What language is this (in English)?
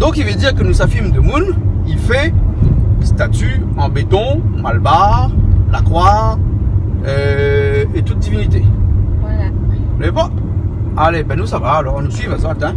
Réunion Creole French